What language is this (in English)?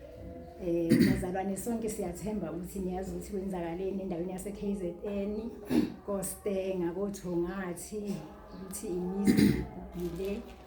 Zulu